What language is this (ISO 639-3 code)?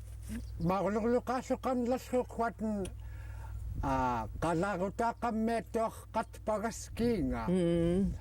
esu